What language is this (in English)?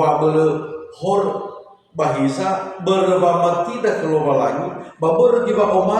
Nias